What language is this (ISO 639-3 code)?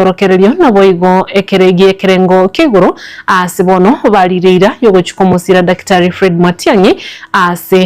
guz